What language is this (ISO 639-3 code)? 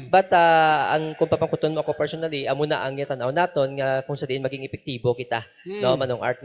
hil